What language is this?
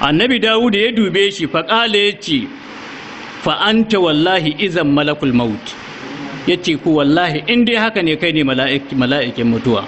Hausa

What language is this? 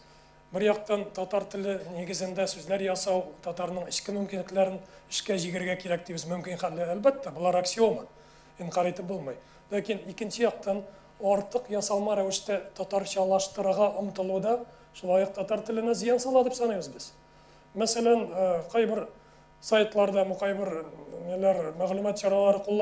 Tatar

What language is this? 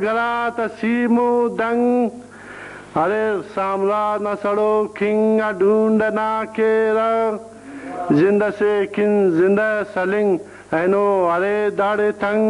Brahui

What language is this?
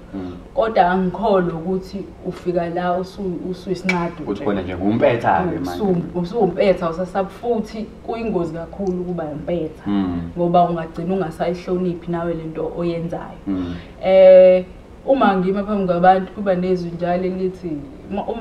Zulu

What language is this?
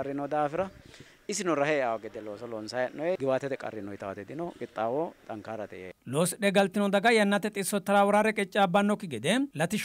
Sidamo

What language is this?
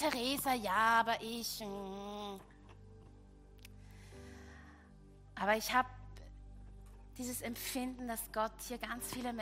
German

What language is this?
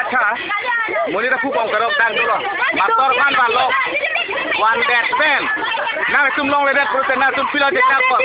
Karbi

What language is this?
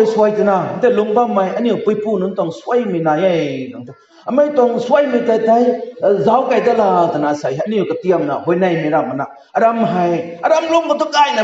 Rongmei Naga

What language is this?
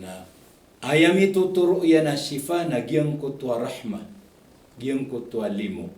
Maranao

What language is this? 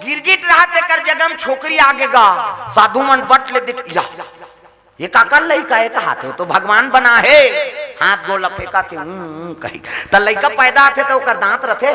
Chhattisgarhi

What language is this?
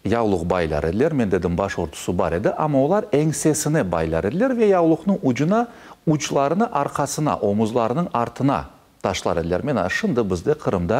Crimean Tatar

